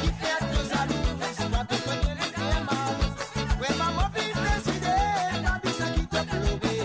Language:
Morisyen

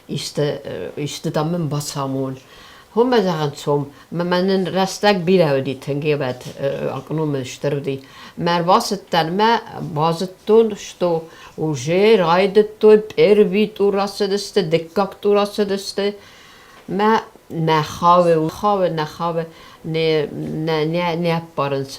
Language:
Ossetic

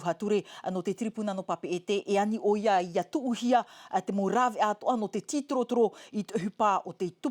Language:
Tahitian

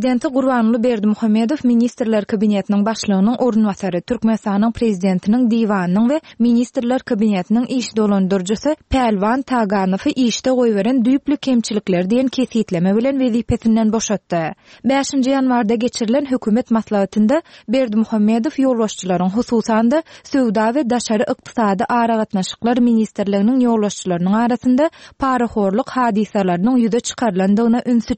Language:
Turkmen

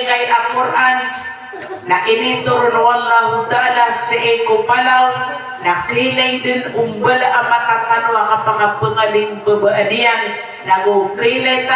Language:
Maranao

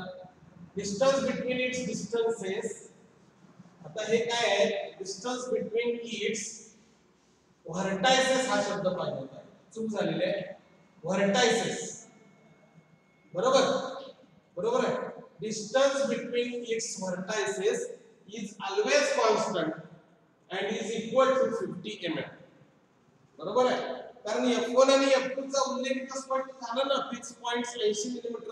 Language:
Marathi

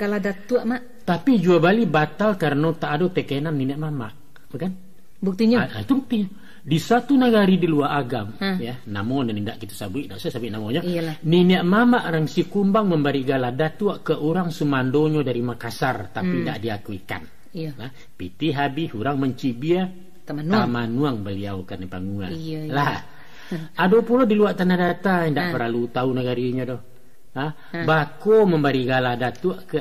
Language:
Minangkabau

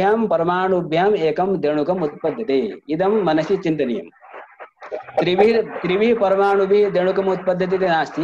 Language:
Sanskrit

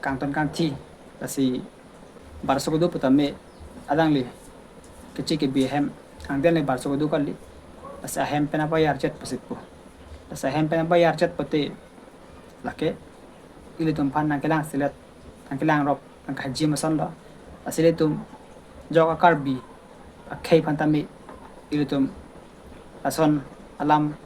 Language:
Karbi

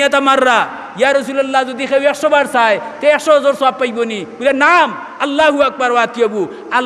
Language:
Sylheti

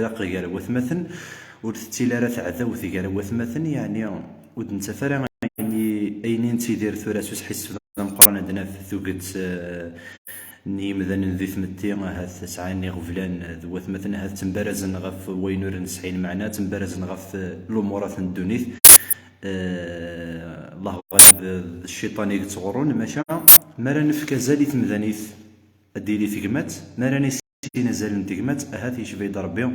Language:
Kabyle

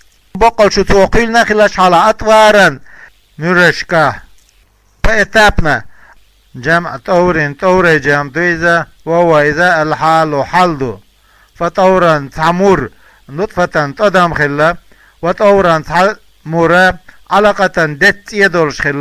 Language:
Chechen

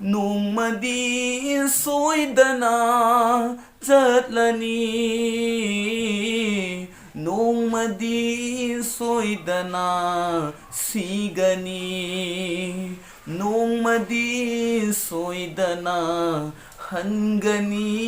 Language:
Manipuri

